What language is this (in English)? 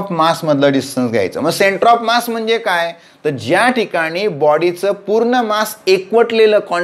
Marathi